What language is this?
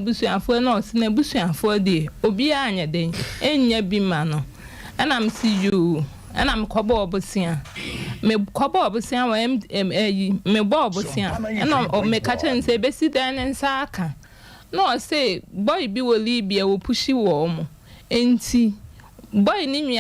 Akan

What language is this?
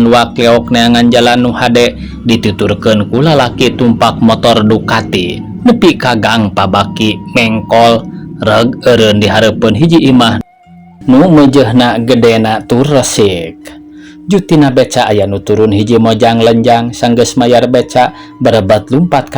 Sundanese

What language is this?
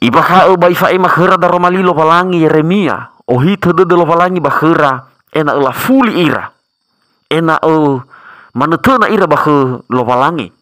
Nias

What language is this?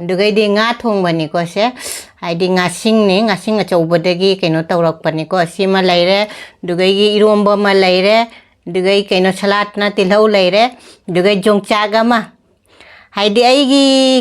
Manipuri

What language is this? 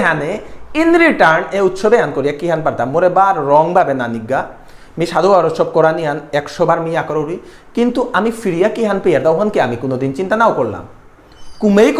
Bishnupriya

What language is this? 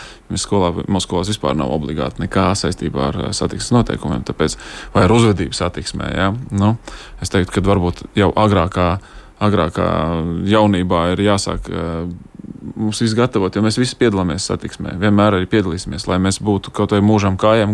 Latvian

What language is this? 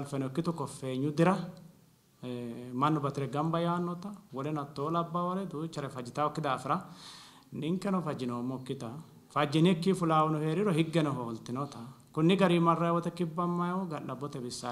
Sidamo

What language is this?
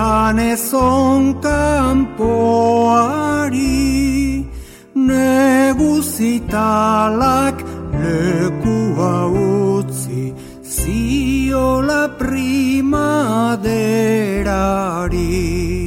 Basque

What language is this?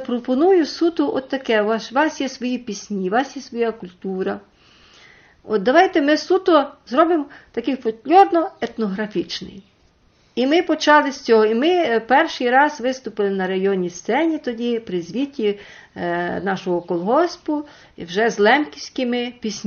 Ukrainian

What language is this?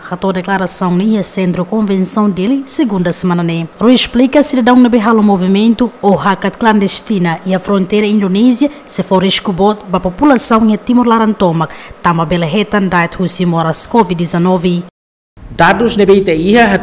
Tetum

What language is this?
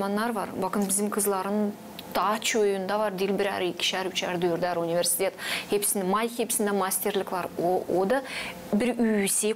Gagauz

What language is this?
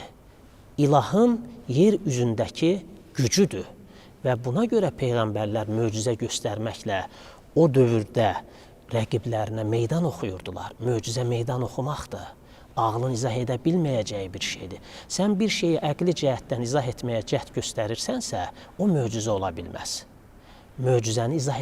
Azerbaijani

